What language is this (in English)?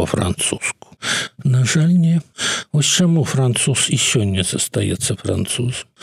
Belarusian